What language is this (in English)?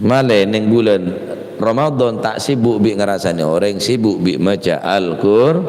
Madurese